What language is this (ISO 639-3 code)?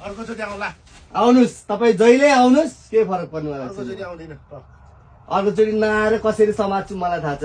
nep